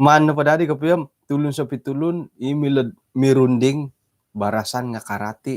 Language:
Central Dusun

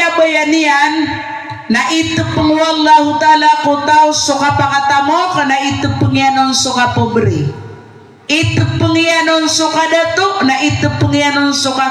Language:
Maranao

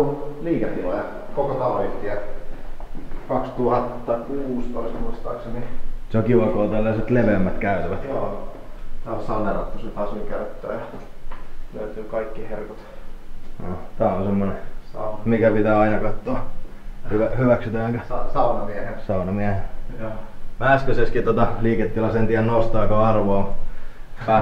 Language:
Finnish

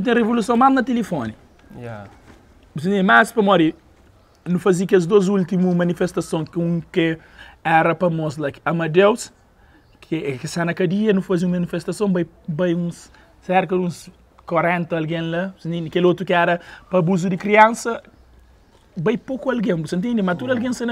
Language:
Kabuverdianu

